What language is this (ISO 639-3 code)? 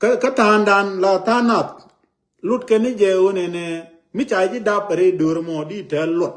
nus